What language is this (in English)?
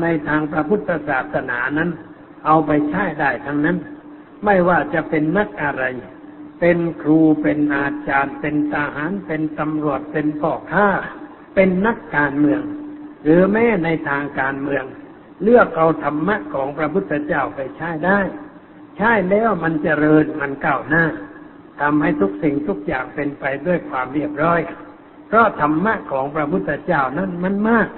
Thai